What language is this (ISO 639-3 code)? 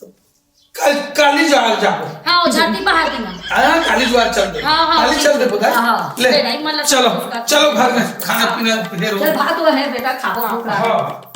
hne